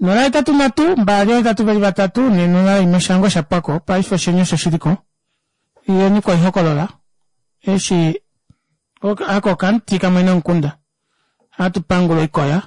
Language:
Kuanyama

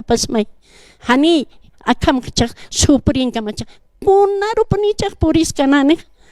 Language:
Aymara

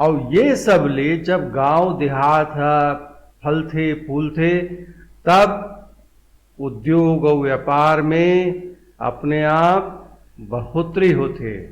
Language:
Chhattisgarhi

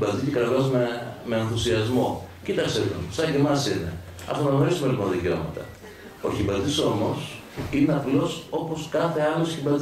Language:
Greek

